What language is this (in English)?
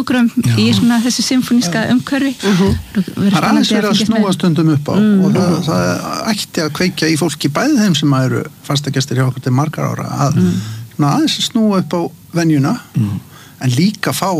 Icelandic